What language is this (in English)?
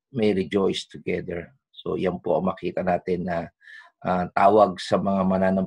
Filipino